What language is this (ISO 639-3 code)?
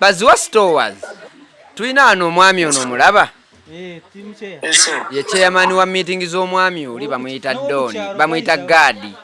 lug